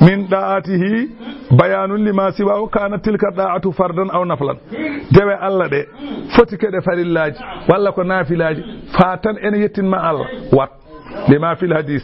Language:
Fula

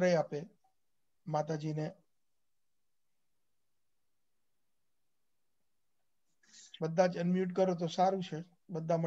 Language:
Gujarati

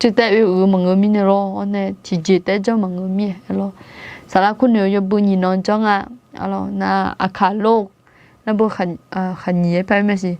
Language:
Akha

